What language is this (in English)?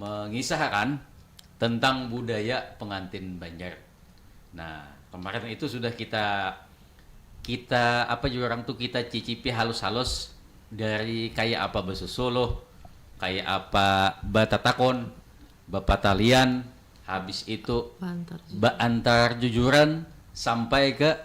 Banjar